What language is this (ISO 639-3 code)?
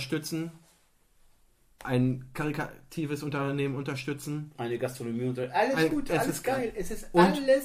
deu